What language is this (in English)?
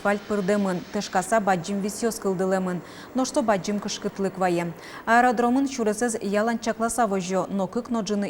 Udmurt